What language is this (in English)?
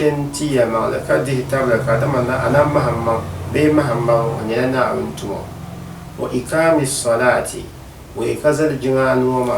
Dagbani